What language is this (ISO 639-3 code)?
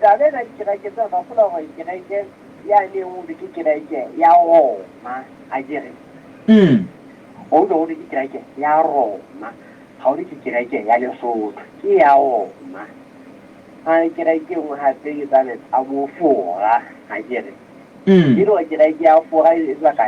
sot